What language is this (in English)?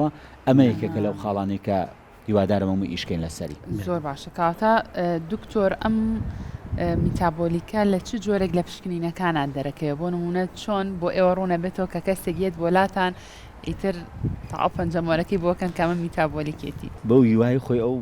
Central Kurdish